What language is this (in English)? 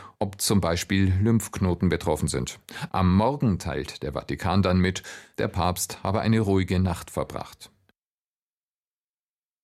German